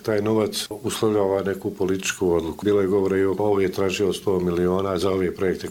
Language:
Bosnian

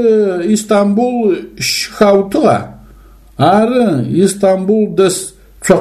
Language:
Adyghe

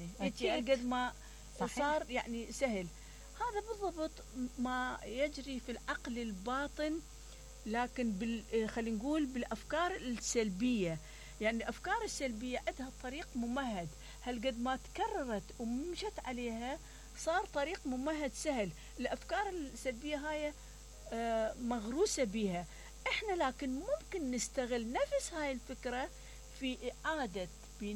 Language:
Mesopotamian Arabic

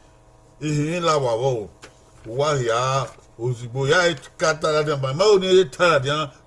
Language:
Bini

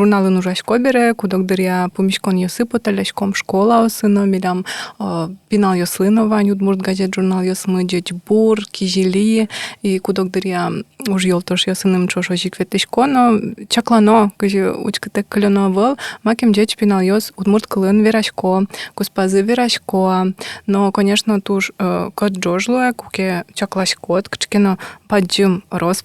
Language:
Udmurt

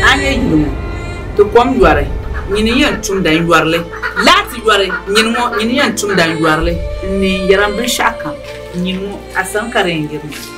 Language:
Dagbani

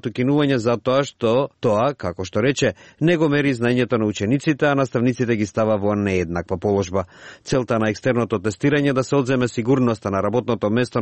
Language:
Macedonian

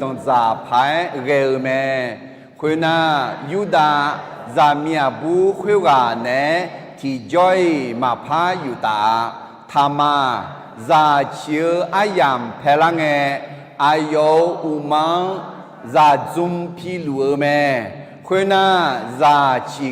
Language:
Akha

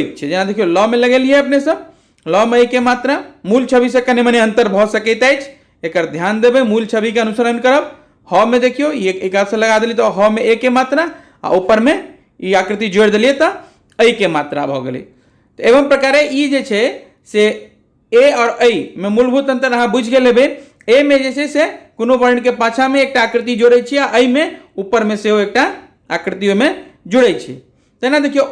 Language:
Maithili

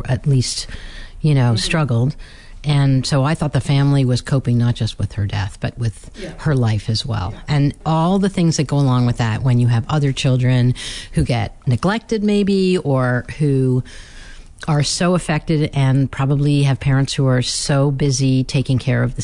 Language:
English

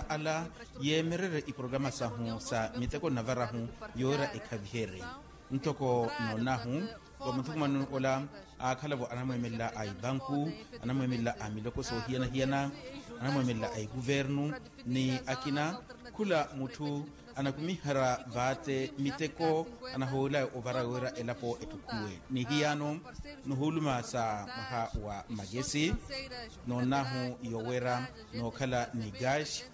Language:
Makhuwa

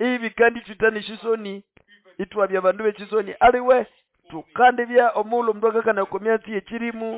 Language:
Nande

